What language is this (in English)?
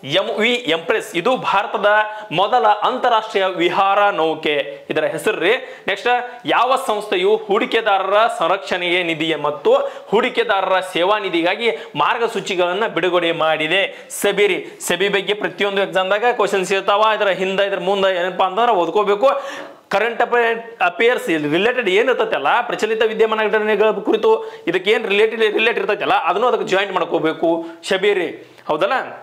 Kannada